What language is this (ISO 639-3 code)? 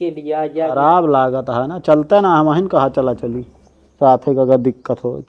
awa